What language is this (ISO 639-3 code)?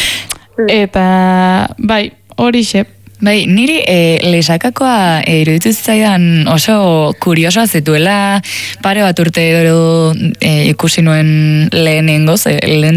eus